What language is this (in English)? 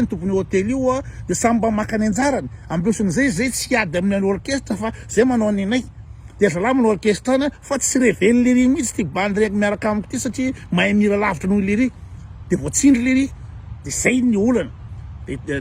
Malagasy